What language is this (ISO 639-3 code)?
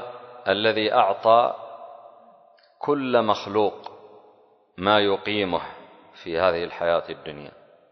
ara